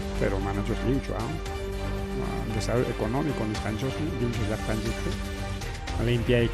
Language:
Ayacucho Quechua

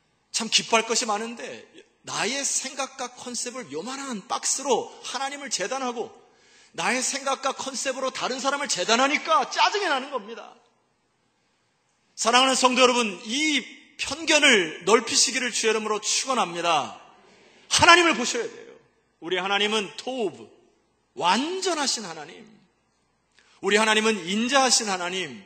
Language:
Korean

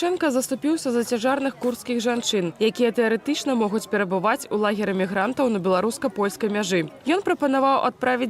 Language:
Belarusian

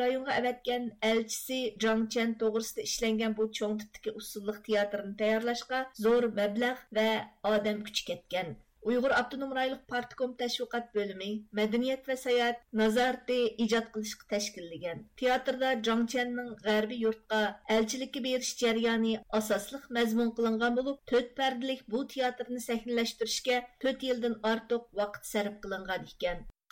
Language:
Uyghur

